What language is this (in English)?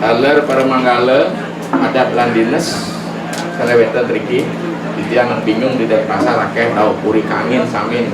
Balinese